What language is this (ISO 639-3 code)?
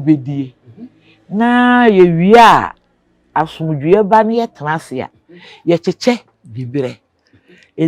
aka